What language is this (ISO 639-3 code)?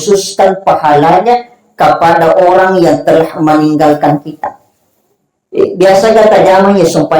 bug